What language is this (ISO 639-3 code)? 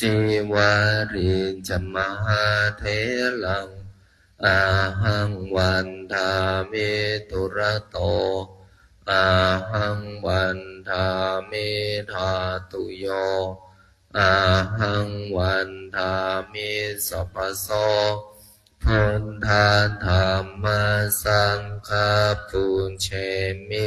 pli